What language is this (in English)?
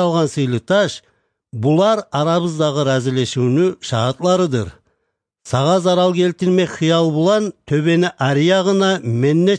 Kumyk